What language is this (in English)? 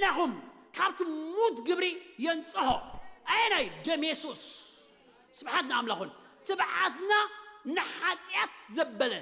Tigrinya